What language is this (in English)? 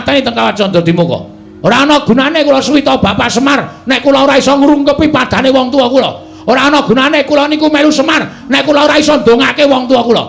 Javanese